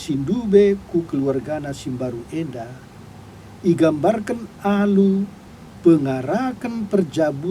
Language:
Batak Karo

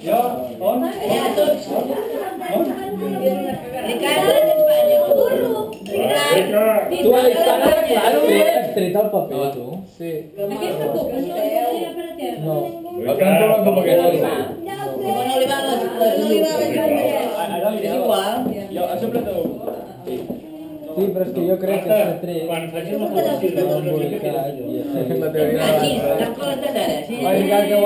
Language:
Catalan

